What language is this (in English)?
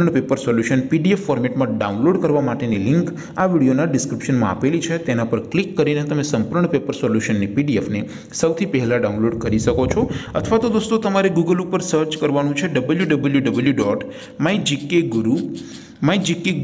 Gujarati